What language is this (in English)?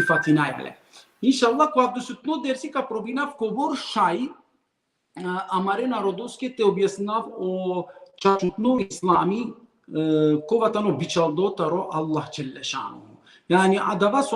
Balkan Romani